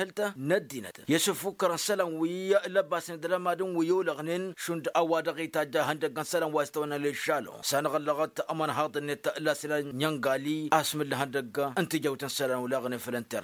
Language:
Tamasheq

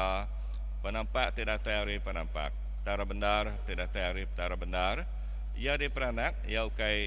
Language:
Iban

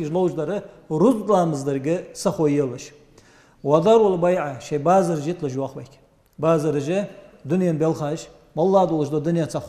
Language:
Ingush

